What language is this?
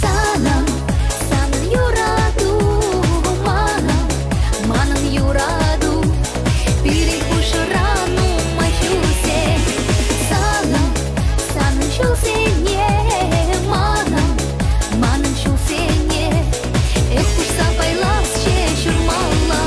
Chuvash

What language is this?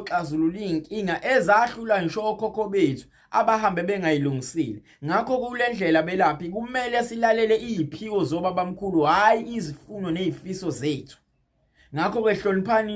Zulu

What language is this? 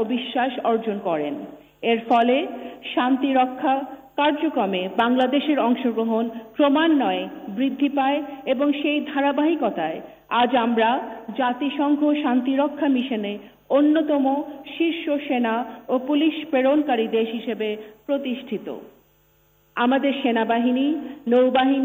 Bangla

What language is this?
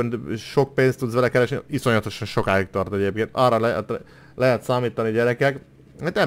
Hungarian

